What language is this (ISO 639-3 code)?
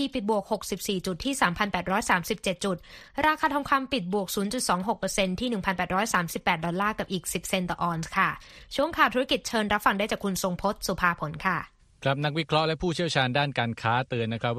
tha